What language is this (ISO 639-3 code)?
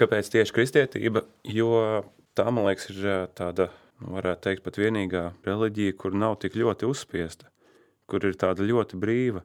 lav